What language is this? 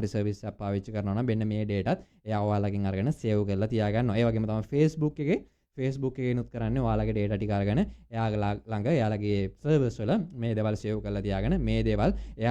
Sinhala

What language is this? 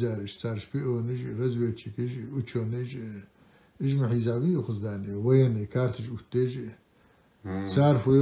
Ingush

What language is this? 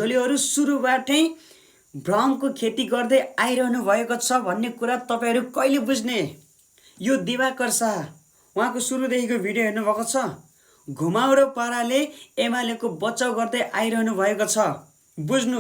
Nepali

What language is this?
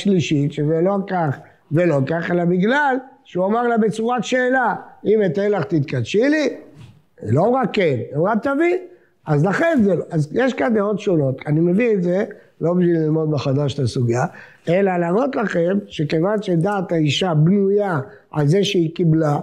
Hebrew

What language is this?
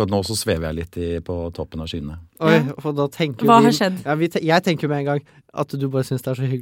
Norwegian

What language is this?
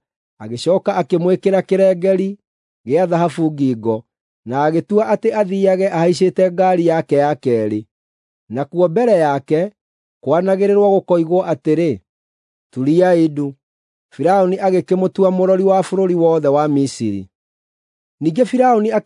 Kikuyu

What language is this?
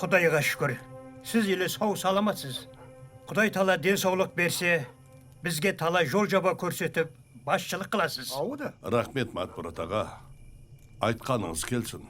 Kara-Kalpak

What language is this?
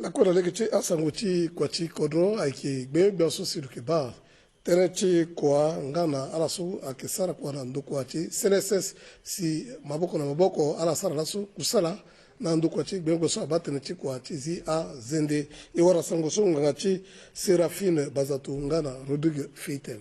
Sango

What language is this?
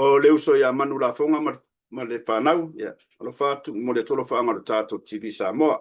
Samoan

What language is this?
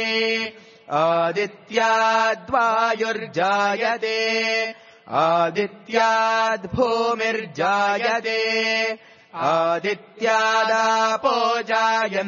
Sanskrit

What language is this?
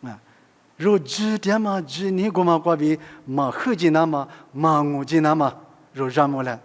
Lisu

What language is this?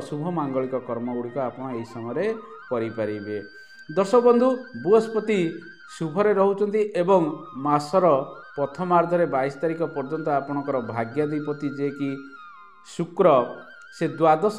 Odia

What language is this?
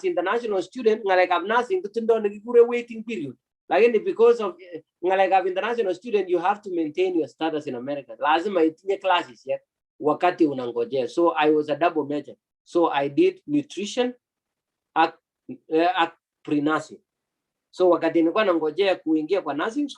Kalenjin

